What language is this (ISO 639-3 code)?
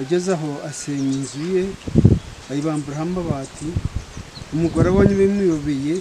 nyn